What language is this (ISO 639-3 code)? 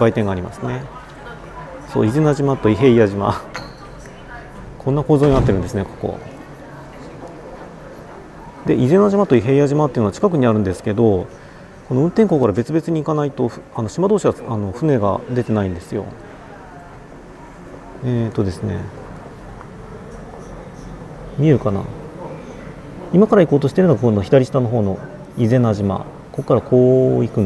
jpn